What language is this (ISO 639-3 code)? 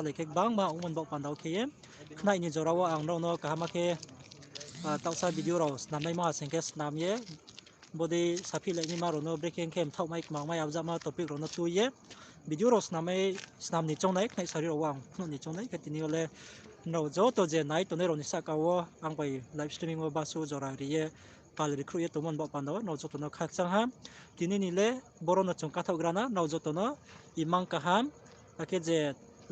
ria